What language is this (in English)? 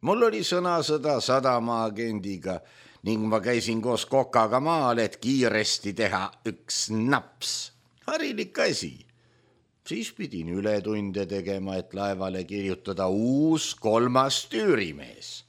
Estonian